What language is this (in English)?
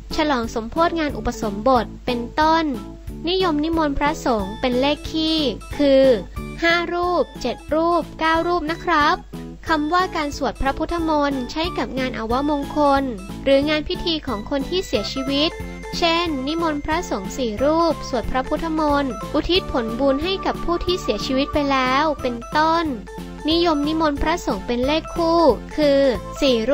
Thai